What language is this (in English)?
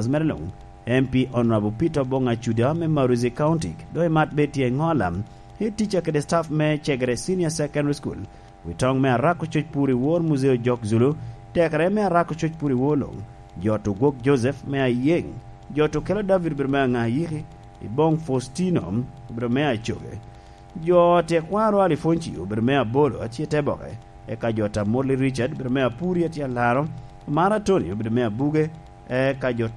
Lango (Uganda)